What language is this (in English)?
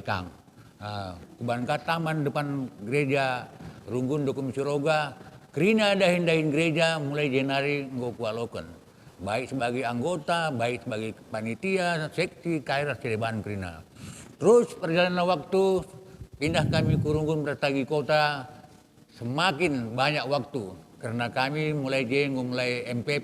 Batak Karo